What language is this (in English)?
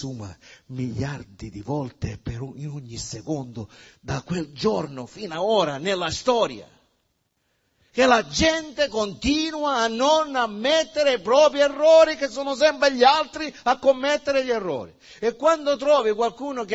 Italian